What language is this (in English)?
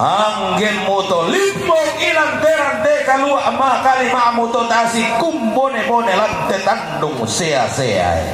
Toraja-Sa'dan